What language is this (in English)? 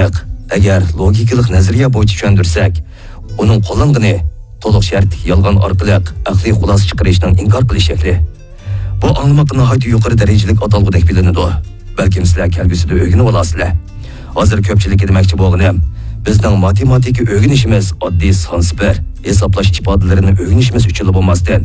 Uyghur